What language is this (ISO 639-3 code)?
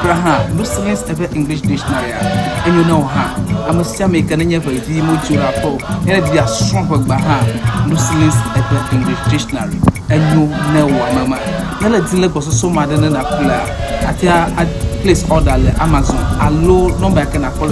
ewe